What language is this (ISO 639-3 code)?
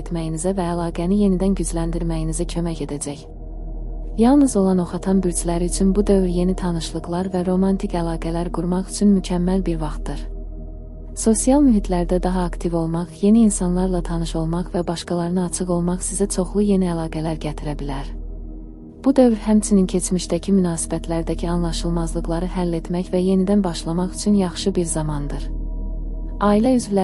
aze